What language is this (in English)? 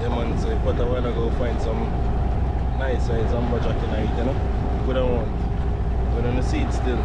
Jamaican Creole English